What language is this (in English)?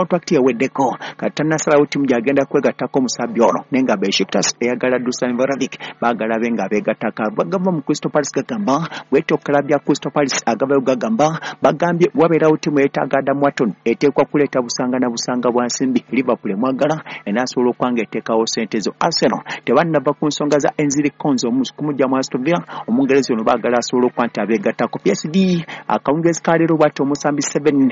Ganda